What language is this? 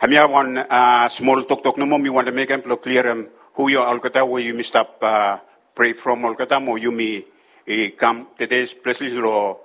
Bislama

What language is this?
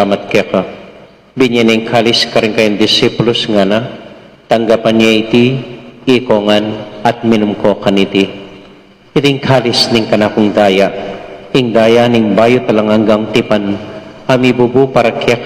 Pampanga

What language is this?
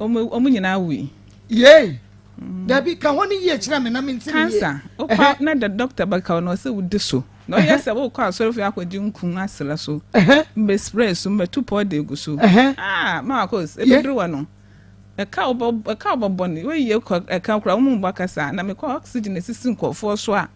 Akan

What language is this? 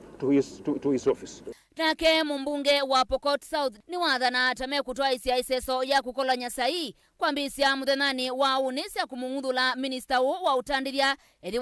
Kamba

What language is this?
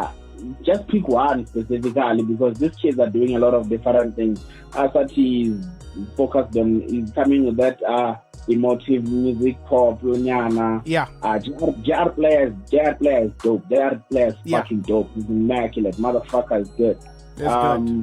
Venda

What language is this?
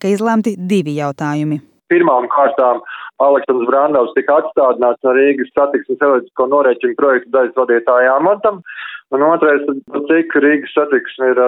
Latvian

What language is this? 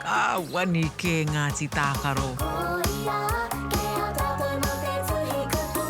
Māori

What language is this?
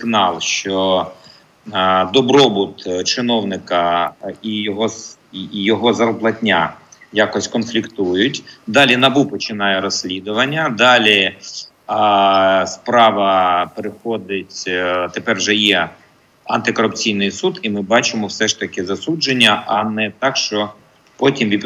Ukrainian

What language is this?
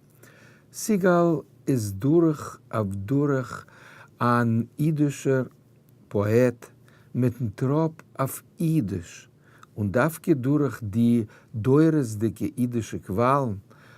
Yiddish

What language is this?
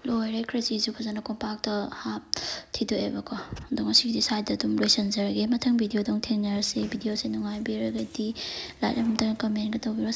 Manipuri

